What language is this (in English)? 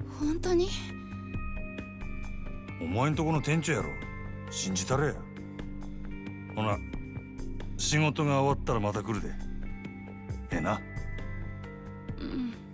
Japanese